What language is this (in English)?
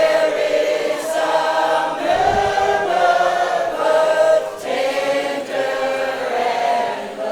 Māori